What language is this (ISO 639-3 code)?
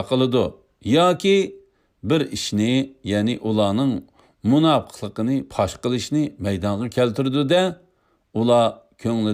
uig